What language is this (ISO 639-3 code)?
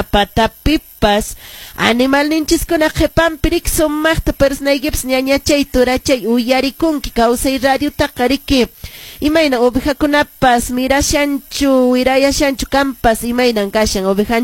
que